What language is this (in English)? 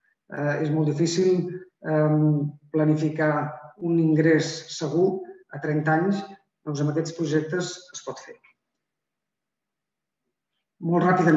Catalan